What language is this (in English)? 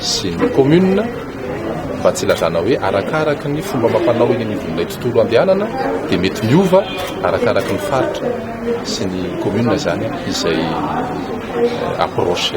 Malagasy